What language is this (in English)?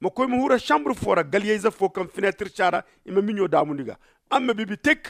Zarma